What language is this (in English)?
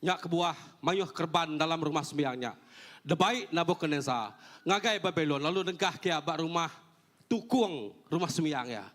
Iban